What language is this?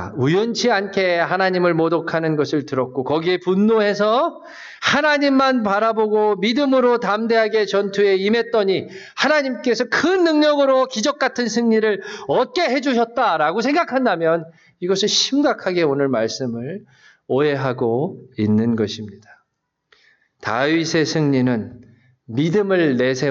Korean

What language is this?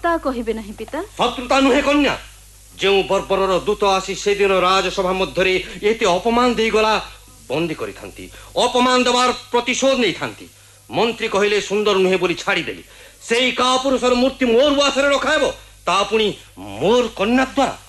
Odia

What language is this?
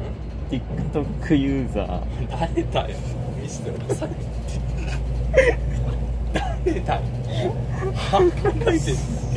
Japanese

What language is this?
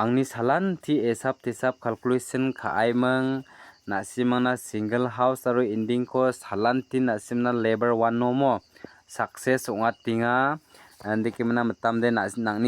Garo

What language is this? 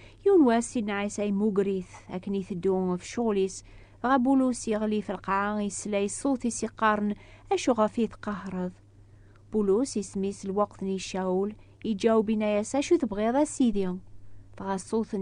Kabyle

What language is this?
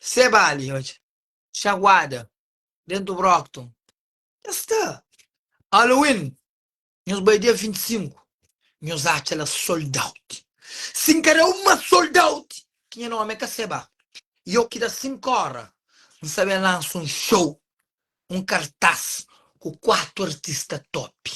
Kabuverdianu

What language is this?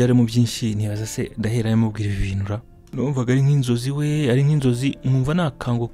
Kinyarwanda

